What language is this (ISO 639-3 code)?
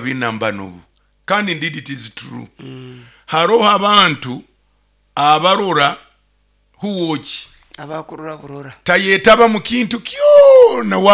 nyo